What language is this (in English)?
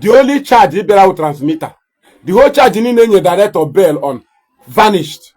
Igbo